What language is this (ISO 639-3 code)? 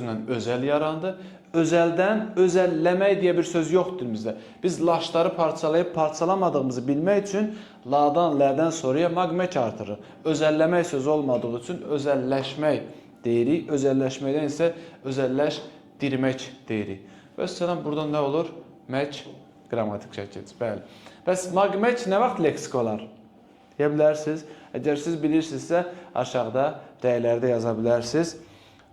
aze